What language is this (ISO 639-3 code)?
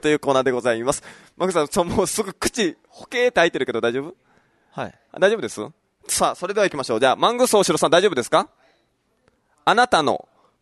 jpn